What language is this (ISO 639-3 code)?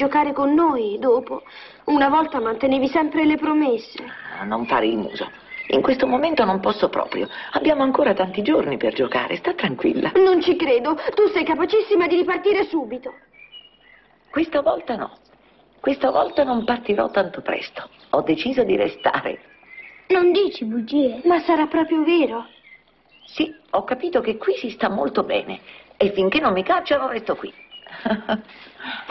ita